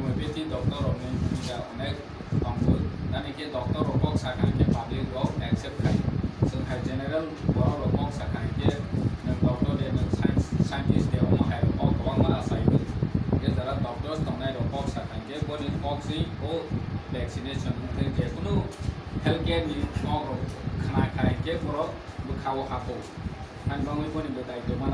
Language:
Kok Borok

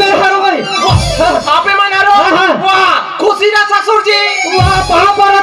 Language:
Chhattisgarhi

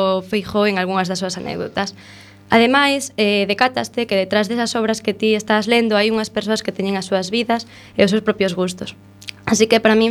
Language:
Galician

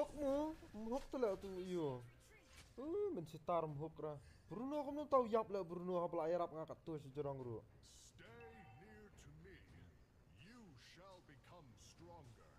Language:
Khasi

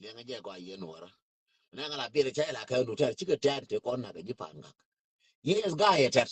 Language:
Nuer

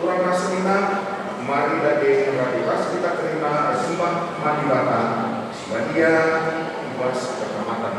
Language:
Batak Karo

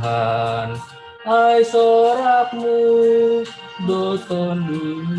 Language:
Batak Simalungun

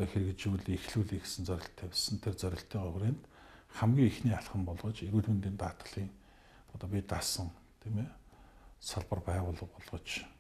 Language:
Mongolian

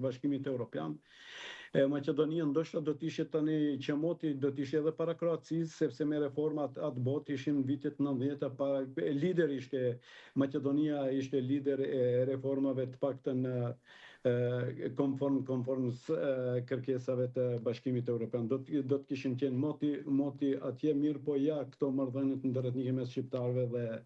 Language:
Albanian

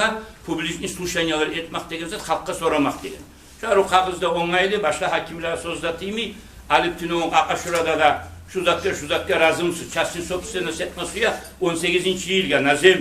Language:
Kumyk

